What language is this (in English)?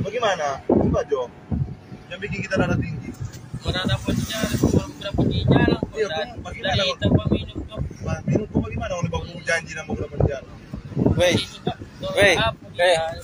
Manado Malay